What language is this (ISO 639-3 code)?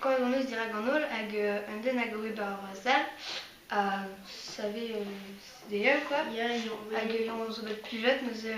bre